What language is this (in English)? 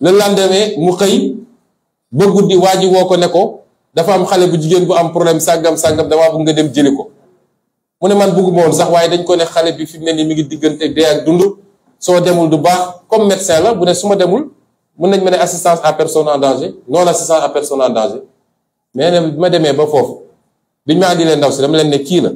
Wolof